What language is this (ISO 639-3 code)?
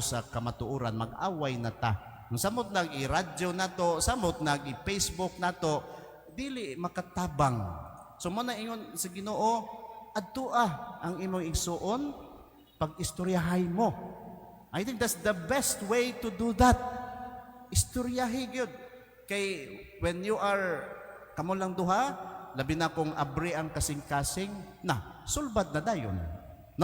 ceb